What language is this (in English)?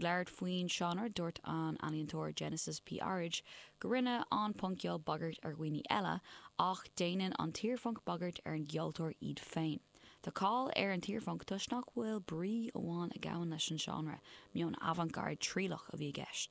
Irish